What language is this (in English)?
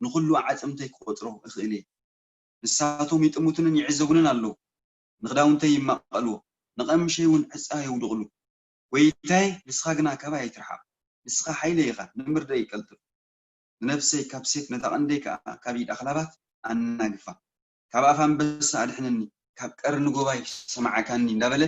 Tigrinya